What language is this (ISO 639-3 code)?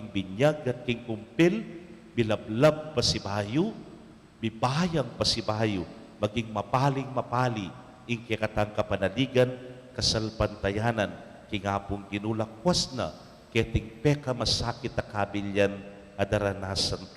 pam